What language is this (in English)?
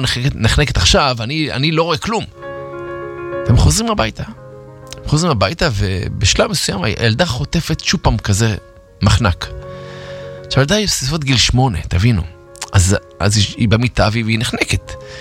Hebrew